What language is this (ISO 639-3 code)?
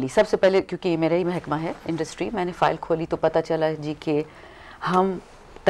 urd